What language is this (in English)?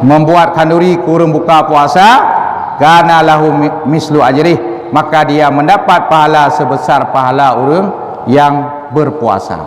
Achinese